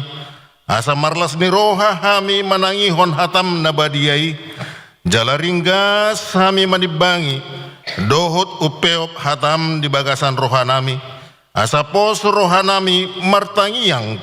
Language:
Batak Toba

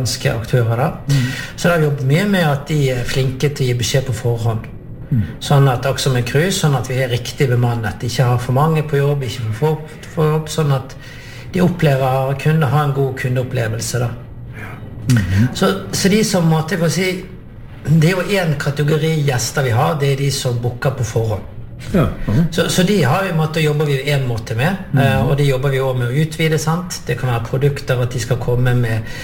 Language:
Norwegian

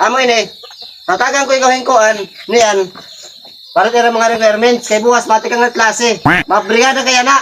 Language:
Waray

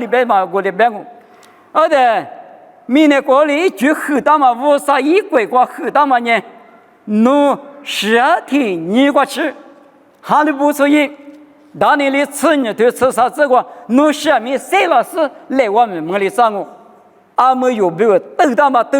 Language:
Lisu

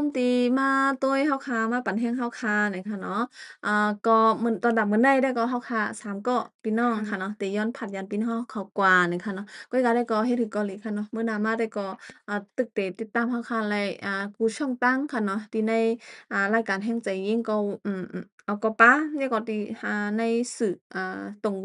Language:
Shan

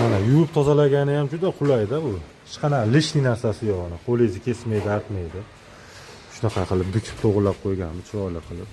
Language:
Uzbek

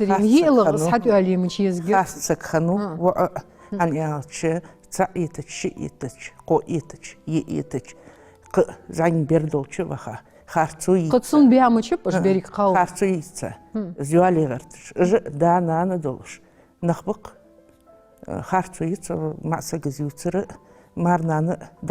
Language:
Ingush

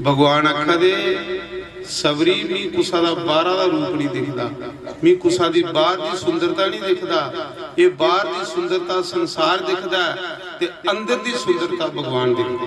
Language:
Dogri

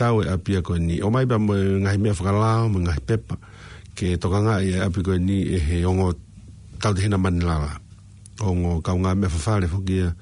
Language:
Tongan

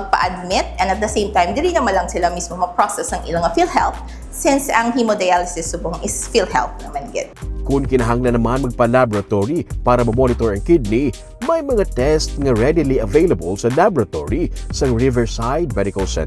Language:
Hiligaynon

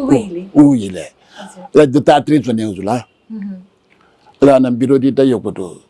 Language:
Newari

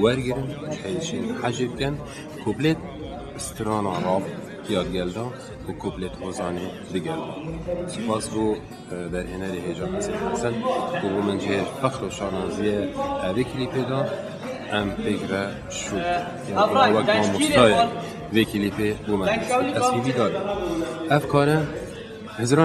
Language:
Kurdish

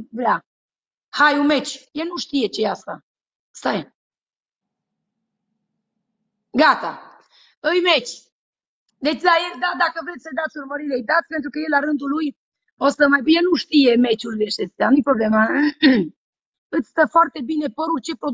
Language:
Romanian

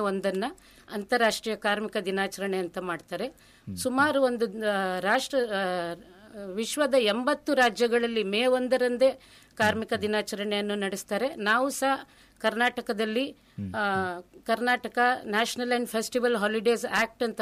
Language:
Kannada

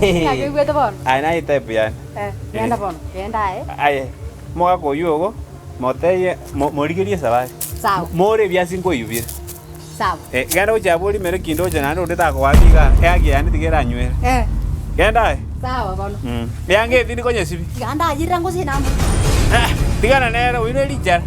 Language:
Gusii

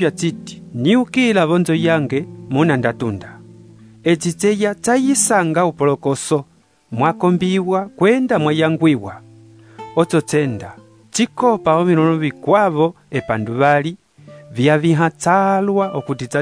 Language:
Umbundu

